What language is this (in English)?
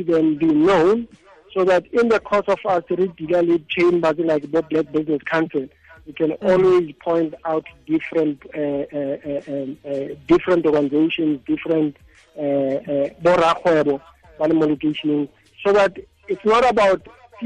Tswana